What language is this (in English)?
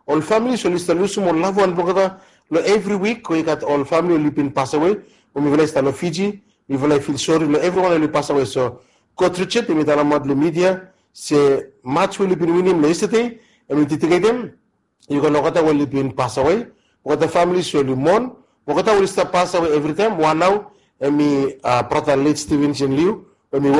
Bislama